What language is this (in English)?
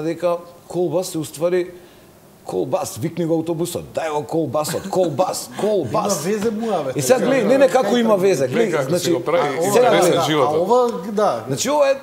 Macedonian